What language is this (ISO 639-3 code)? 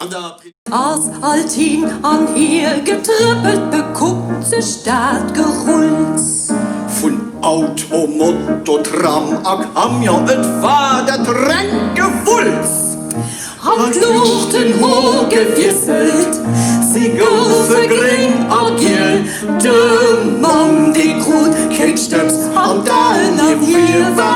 ltz